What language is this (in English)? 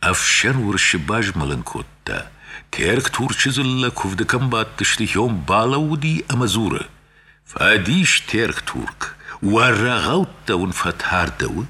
Ossetic